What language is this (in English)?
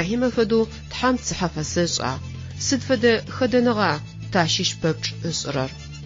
Adyghe